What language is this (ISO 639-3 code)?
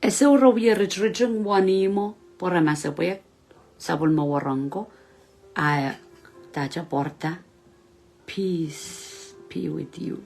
pon